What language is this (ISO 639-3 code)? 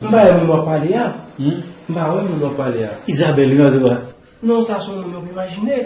hat